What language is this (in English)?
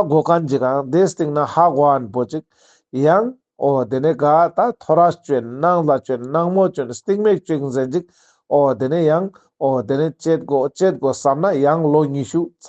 Ladakhi